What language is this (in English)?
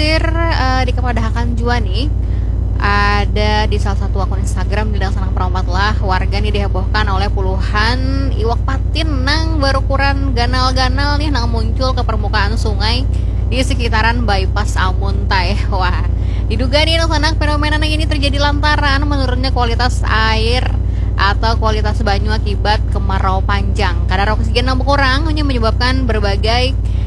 Banjar